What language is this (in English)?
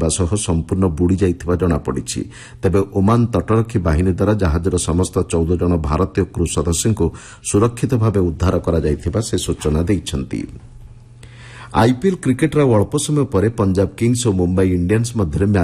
Odia